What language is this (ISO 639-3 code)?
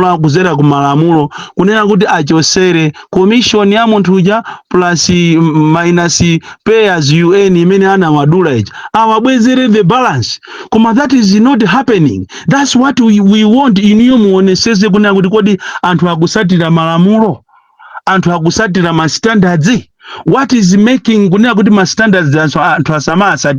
nya